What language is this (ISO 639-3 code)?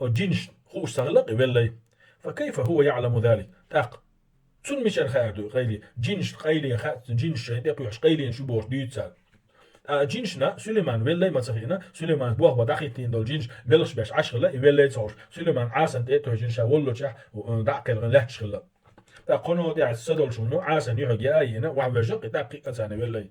che